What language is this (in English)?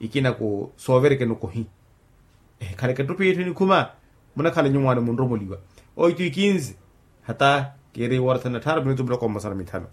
Makhuwa